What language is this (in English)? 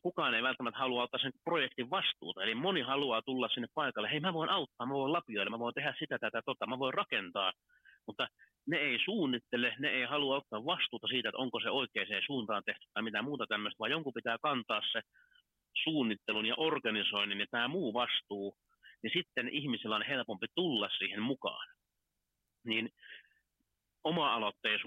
Finnish